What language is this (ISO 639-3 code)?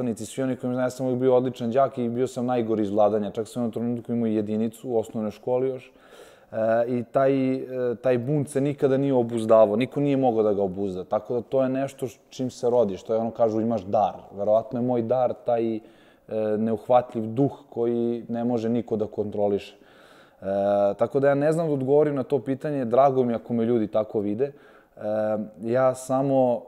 srp